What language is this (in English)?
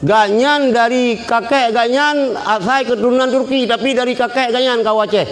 Achinese